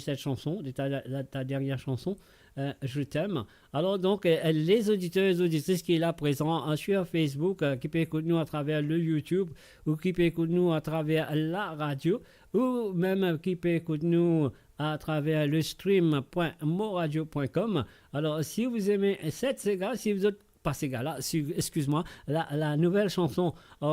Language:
Morisyen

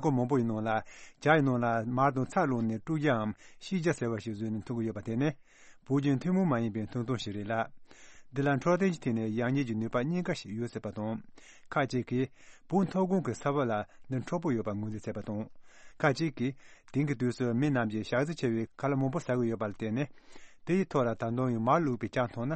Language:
Tibetan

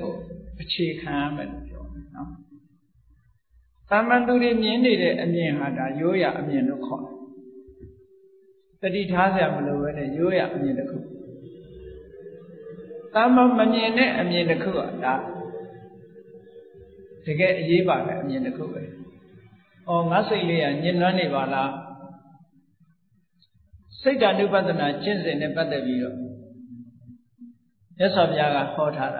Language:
Burmese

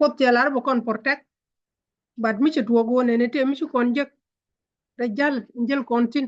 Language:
Nuer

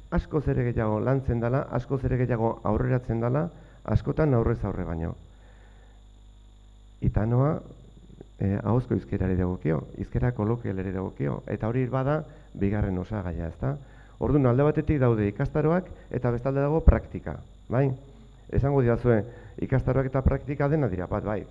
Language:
Basque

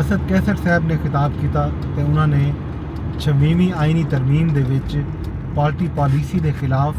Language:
Saraiki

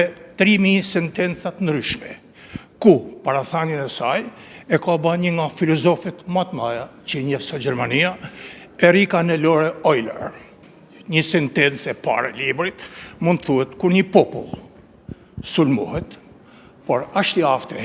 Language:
Albanian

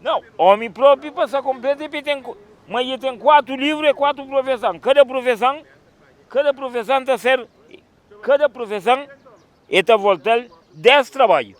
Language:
Kabuverdianu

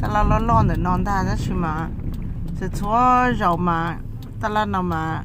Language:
Hmong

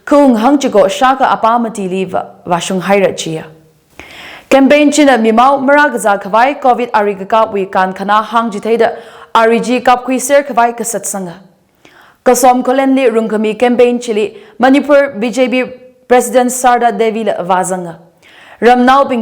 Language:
Tangkhul Naga (India)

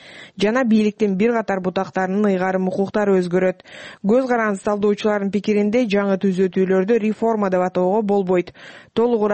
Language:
Kyrgyz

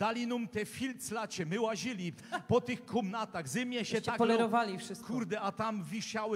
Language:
Silesian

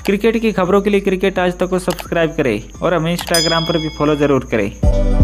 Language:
Hindi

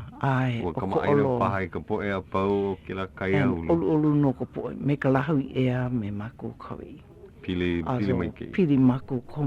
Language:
Hawaiian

